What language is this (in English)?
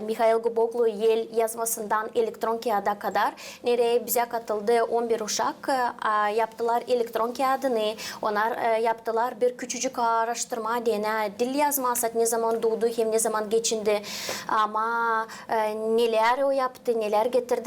Gagauz